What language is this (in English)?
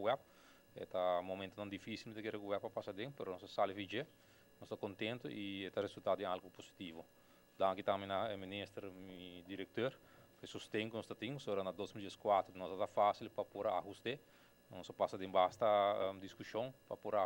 Papiamento